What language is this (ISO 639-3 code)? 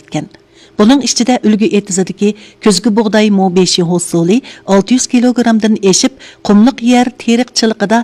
uig